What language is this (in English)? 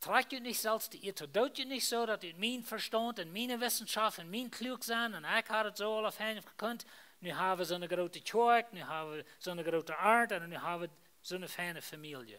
Plautdietsch